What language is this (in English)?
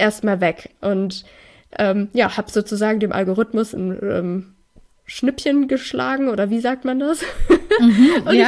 German